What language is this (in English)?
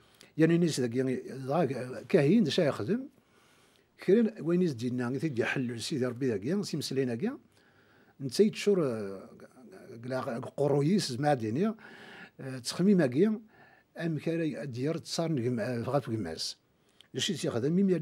Kabyle